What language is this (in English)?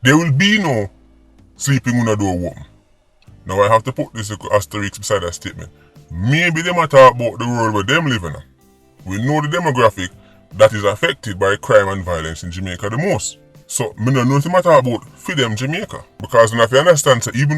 Jamaican Creole English